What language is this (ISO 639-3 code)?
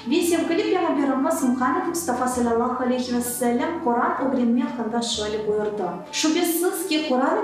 crh